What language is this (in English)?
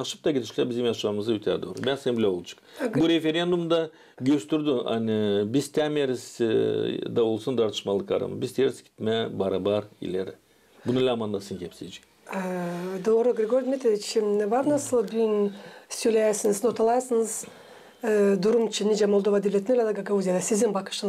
Gagauz